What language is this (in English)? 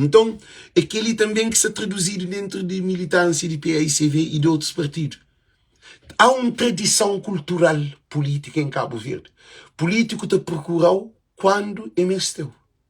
Kabuverdianu